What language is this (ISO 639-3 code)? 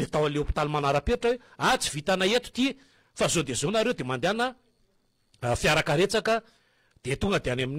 mlg